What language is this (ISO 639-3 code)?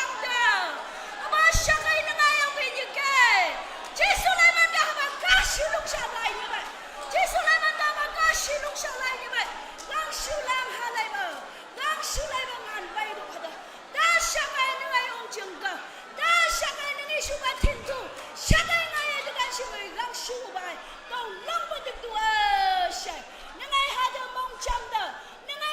nag